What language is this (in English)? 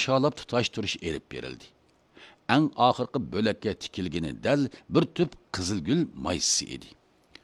Uyghur